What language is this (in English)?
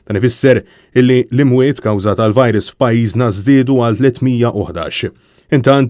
Maltese